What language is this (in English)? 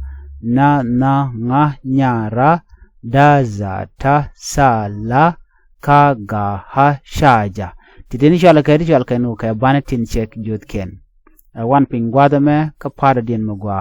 Nuer